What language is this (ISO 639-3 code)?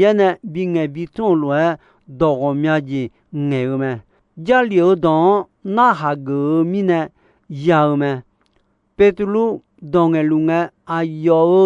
ahk